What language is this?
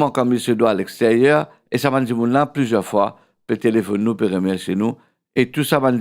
Morisyen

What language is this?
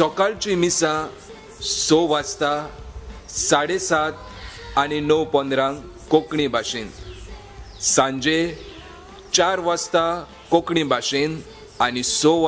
Konkani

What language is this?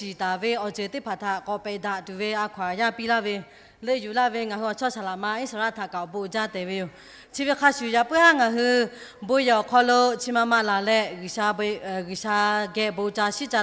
Lahu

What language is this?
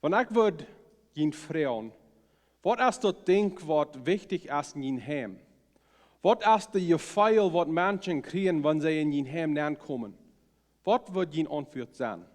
Plautdietsch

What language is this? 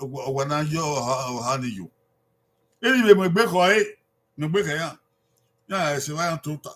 Bini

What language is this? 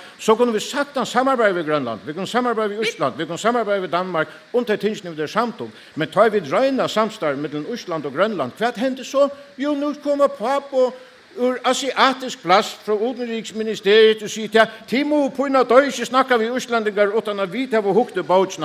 Faroese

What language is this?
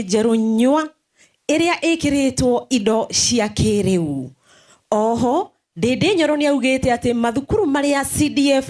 Kikuyu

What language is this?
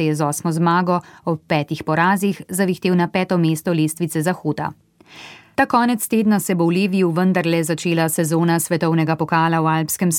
Slovenian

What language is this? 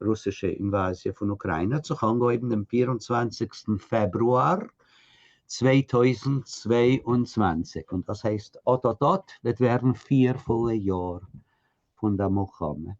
Yiddish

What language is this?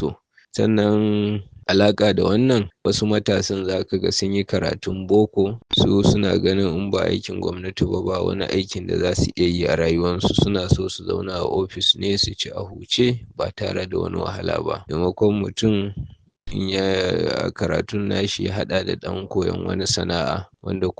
Hausa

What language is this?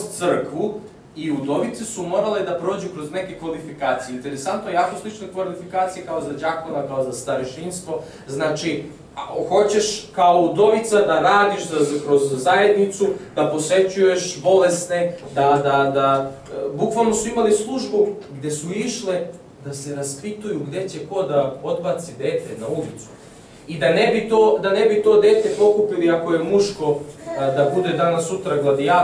Serbian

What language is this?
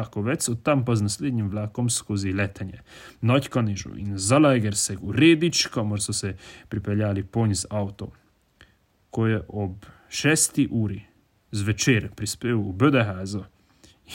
Slovenian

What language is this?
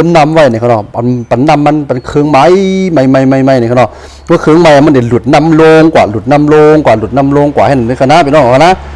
Shan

